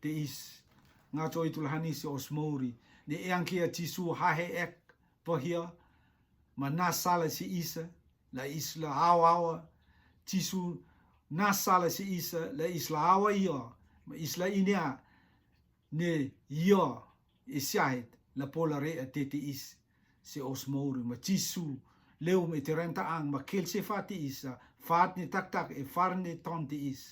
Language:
Rotuman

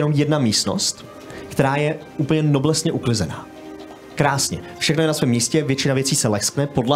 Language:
Czech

